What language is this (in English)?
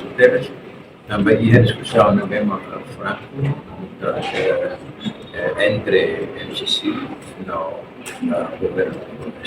Tetum